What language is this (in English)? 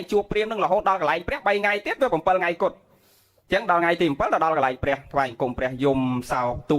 Khmer